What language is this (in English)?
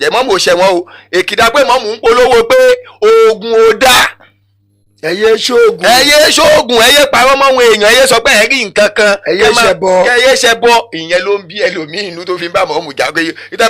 Yoruba